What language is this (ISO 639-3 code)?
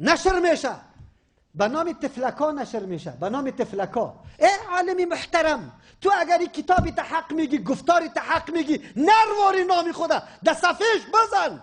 fas